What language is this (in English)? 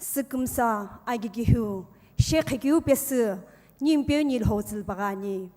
Sumi Naga